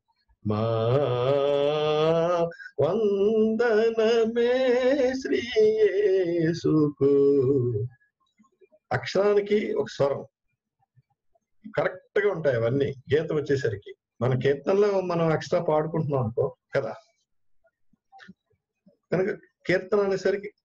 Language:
Telugu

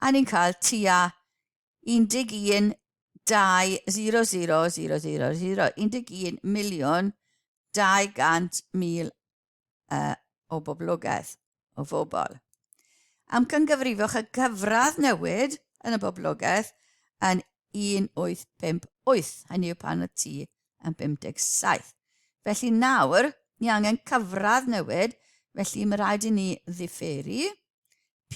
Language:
Welsh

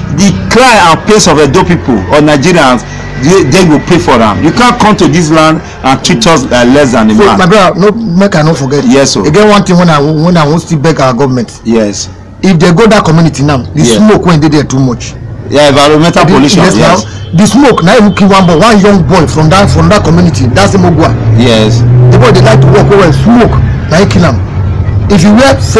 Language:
Nigerian Pidgin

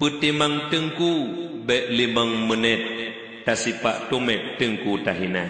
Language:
Achinese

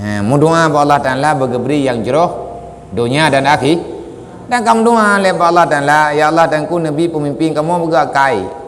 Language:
Achinese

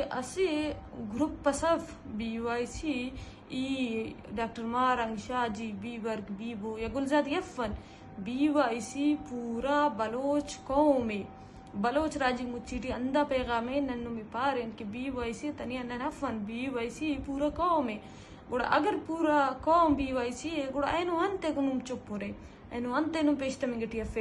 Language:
Eastern Balochi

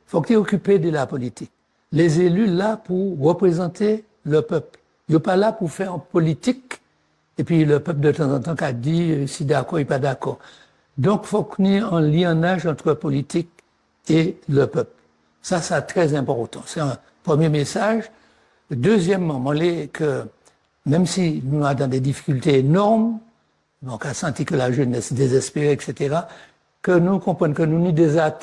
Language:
Guadeloupean Creole French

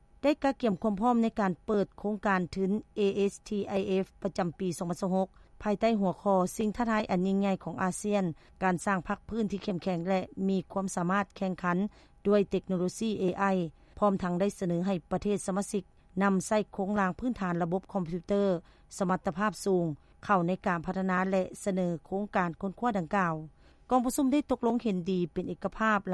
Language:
Lao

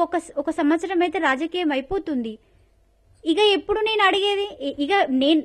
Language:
Telugu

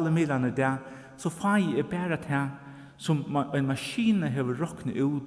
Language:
Faroese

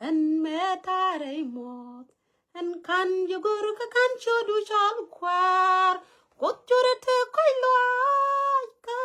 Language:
Nuer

